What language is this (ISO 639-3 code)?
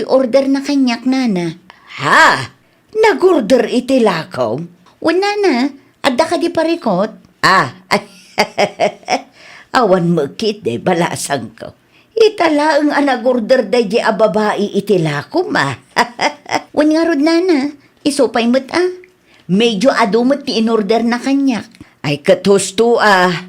ilo